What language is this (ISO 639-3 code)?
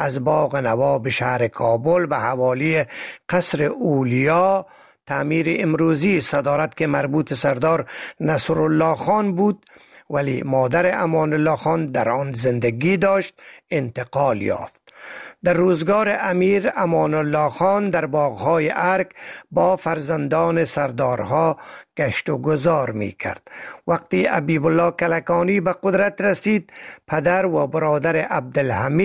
fas